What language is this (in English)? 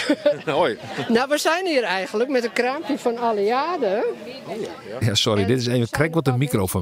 Western Frisian